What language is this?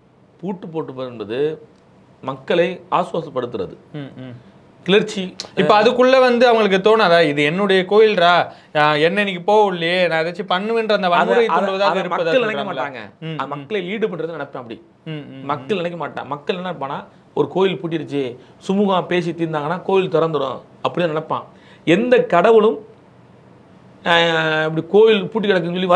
Tamil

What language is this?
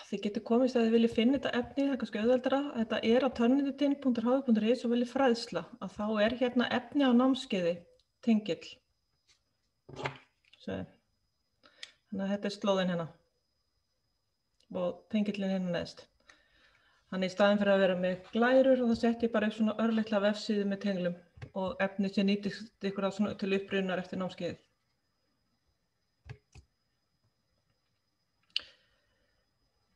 Icelandic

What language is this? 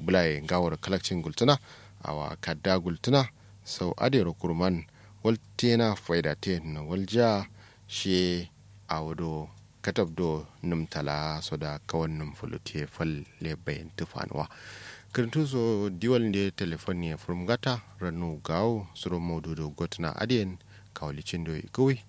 Kanuri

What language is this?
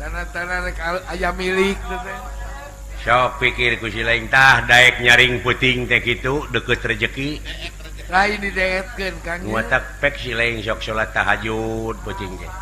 Sundanese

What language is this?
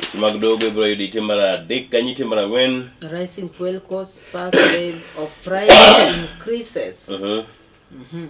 Luo (Kenya and Tanzania)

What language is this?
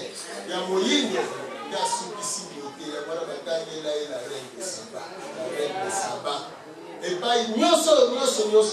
Lingala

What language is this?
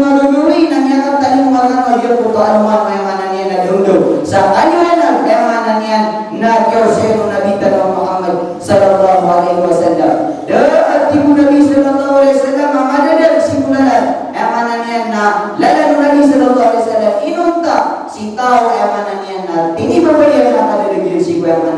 Maranao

